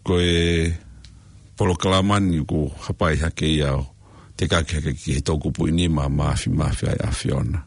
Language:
Tongan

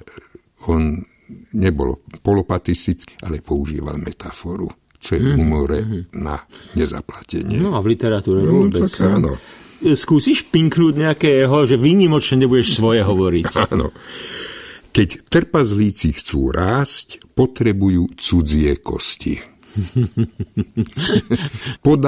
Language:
Slovak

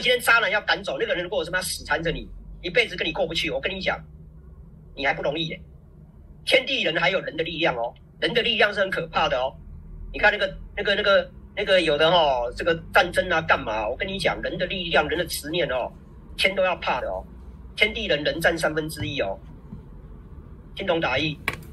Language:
Chinese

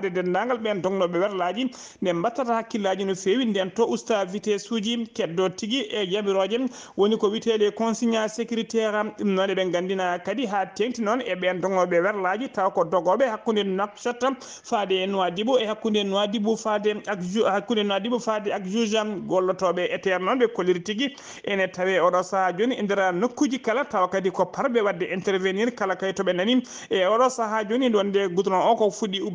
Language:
Fula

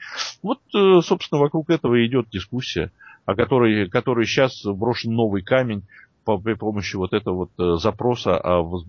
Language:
Russian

